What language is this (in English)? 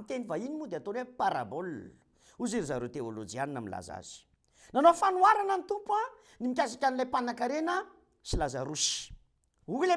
Malagasy